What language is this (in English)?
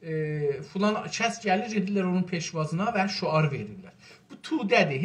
South Azerbaijani